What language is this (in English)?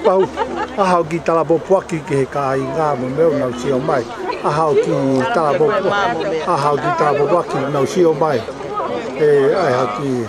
Tongan